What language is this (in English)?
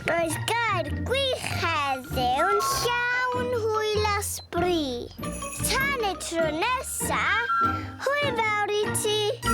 Welsh